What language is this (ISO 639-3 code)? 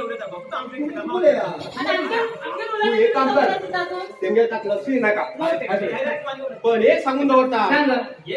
kok